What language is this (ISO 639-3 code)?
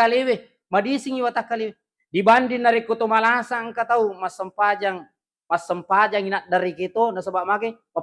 bug